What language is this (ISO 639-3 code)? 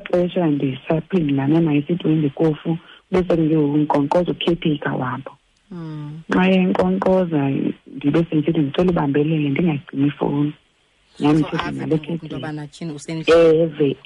xho